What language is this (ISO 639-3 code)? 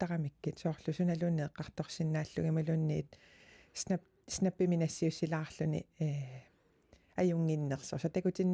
kal